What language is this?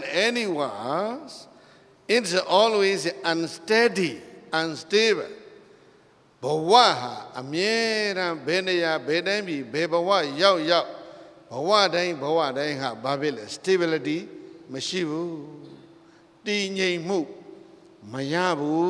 Burmese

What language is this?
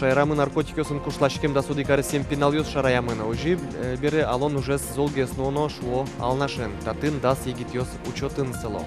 Udmurt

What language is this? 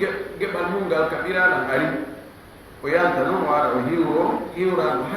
Fula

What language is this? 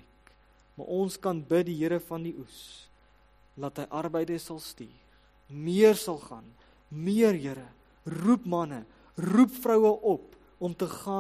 Afrikaans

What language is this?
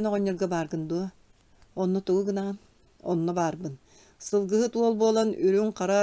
Yakut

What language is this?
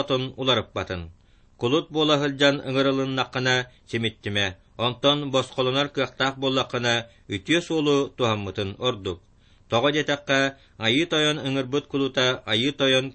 Yakut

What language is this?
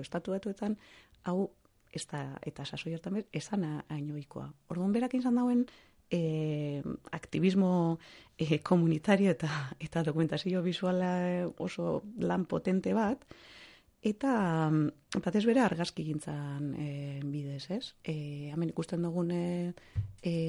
Basque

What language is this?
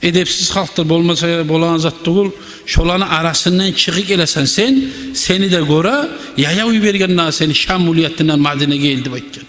Kumyk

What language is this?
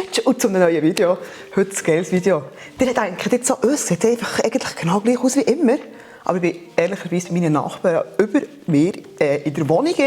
Swiss German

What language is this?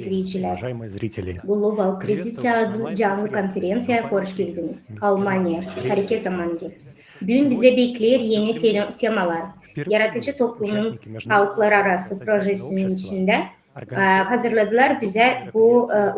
Gagauz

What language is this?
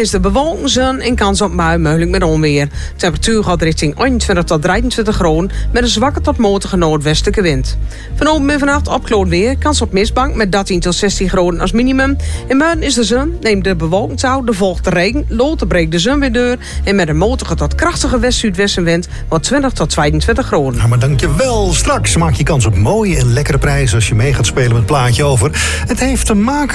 Dutch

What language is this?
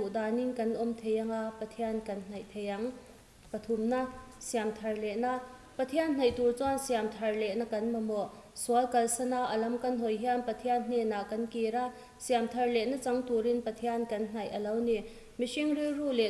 Mizo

